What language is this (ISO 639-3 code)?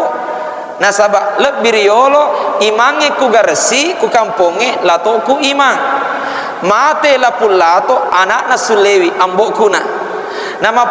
bug